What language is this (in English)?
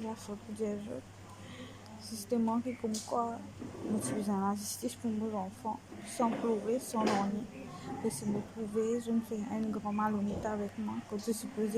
Morisyen